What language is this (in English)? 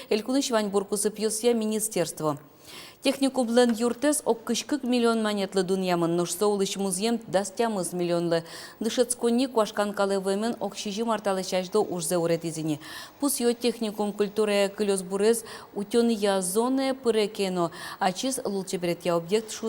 Udmurt